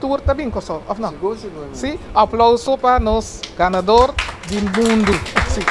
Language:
Papiamento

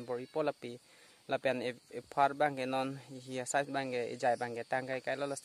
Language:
Karbi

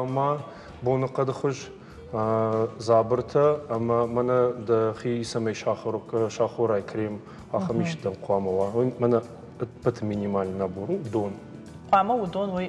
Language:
Ossetic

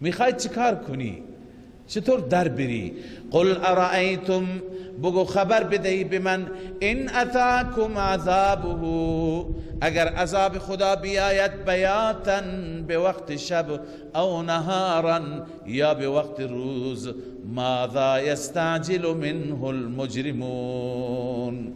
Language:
Persian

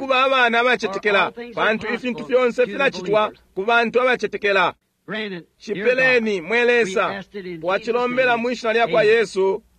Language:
Bemba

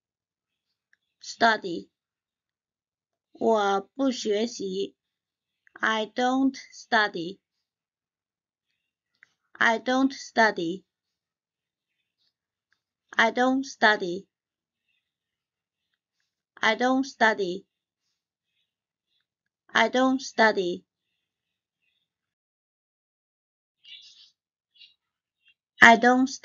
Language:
English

